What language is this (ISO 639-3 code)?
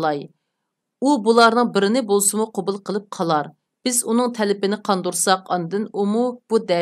uig